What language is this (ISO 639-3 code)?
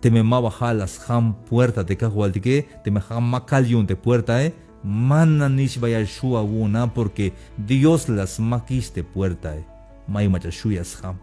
tzh